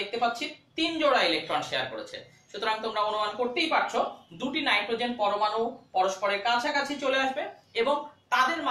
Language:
Bangla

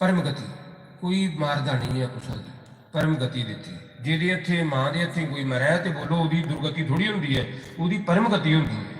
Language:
Dogri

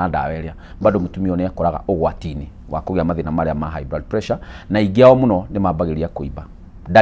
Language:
Kikuyu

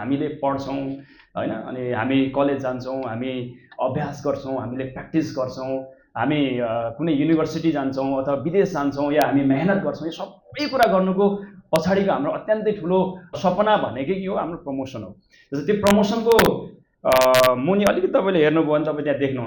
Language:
Nepali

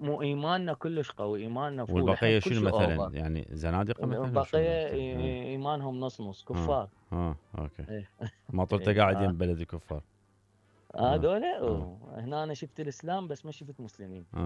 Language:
Mesopotamian Arabic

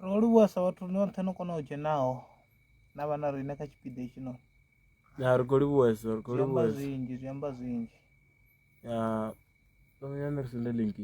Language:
Venda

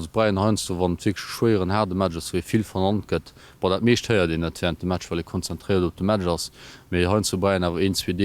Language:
Luxembourgish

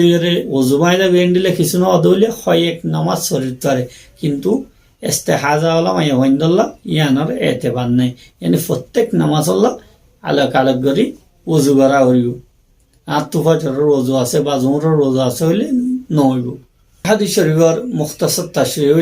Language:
Rohingya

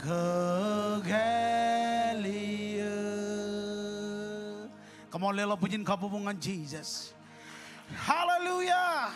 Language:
Marshallese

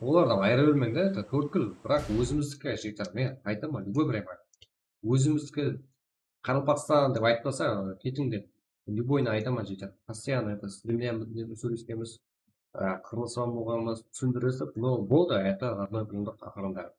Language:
Kara-Kalpak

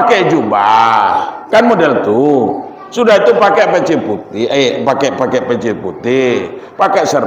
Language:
Minangkabau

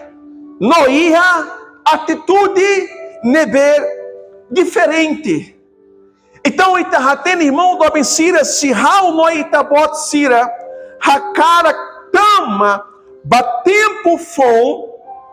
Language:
Tetum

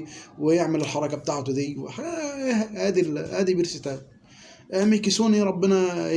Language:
Egyptian Arabic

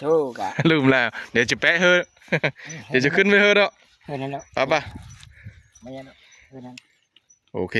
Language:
Northeastern Thai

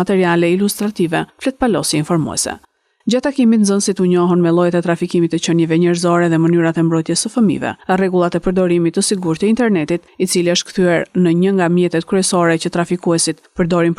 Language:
Albanian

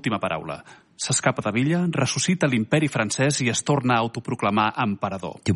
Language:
Catalan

